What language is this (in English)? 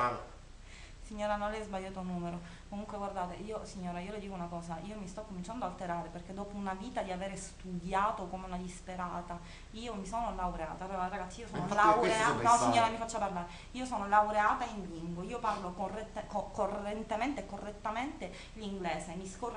Italian